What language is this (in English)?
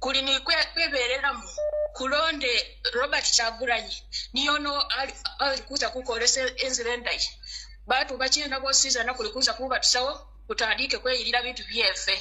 Ganda